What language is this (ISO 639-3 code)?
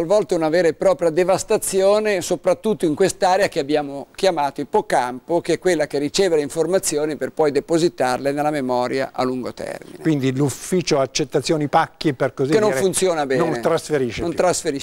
ita